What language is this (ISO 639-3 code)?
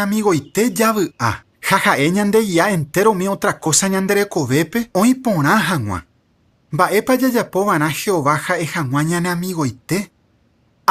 grn